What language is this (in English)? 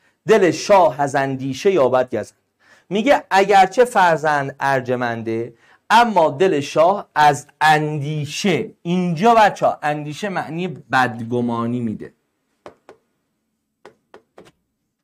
Persian